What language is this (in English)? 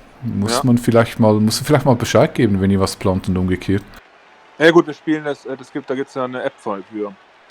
Swiss German